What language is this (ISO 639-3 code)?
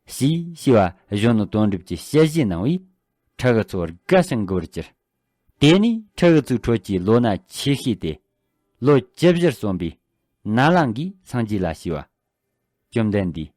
bod